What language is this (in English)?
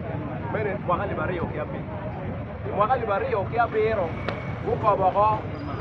Acoli